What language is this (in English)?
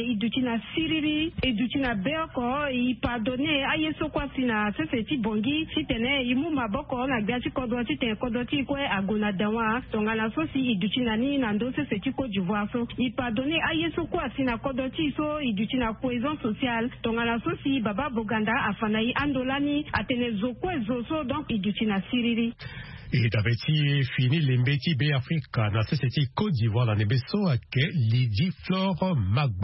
Sango